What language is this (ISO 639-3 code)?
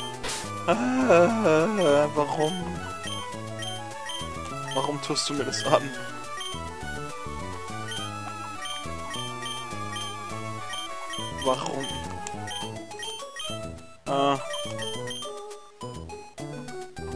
deu